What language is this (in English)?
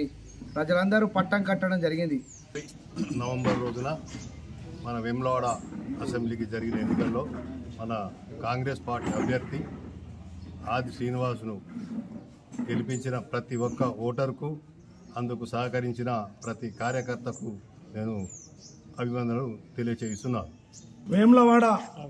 Telugu